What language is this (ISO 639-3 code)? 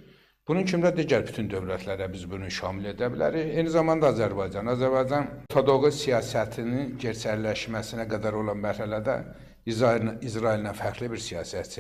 aze